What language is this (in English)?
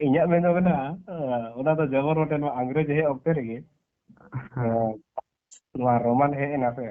Santali